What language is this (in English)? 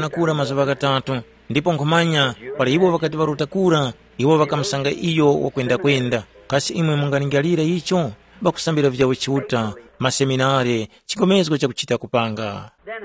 Tumbuka